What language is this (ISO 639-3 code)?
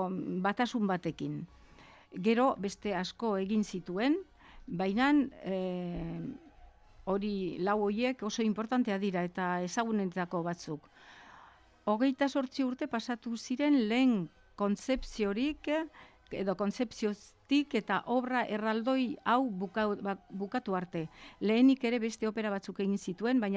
eus